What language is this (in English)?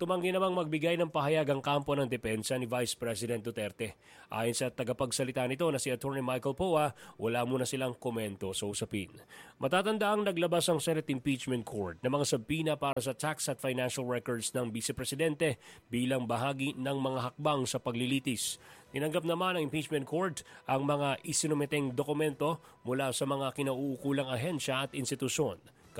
Filipino